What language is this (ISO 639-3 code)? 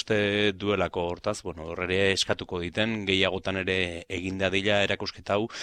eus